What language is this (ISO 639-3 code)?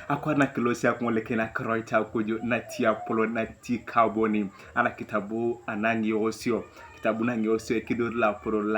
tuv